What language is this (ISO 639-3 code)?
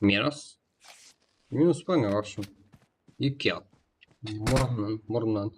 kaa